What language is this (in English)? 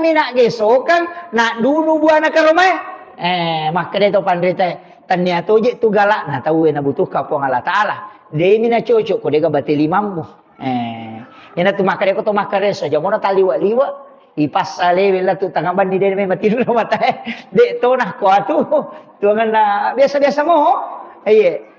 Buginese